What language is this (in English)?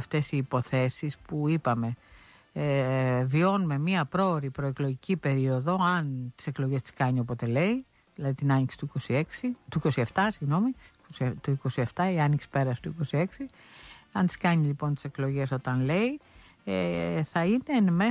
Greek